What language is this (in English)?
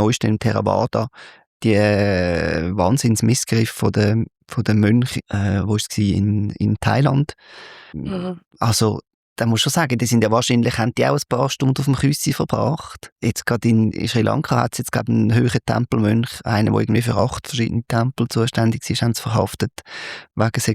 Swiss German